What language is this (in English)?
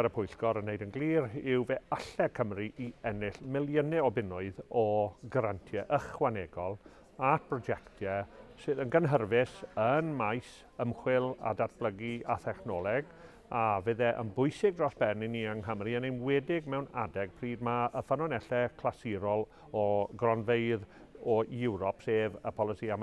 Welsh